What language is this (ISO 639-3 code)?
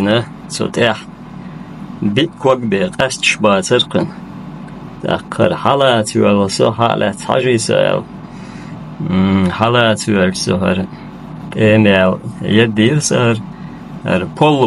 che